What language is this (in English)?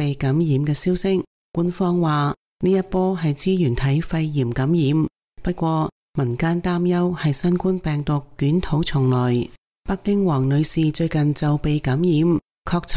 Cantonese